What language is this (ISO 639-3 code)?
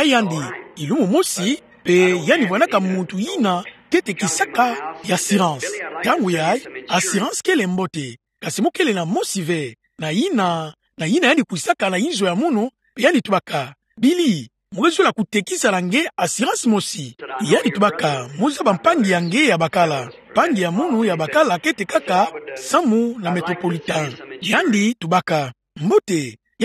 ktu